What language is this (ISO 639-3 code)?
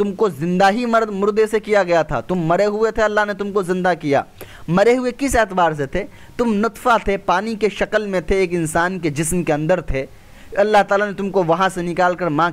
urd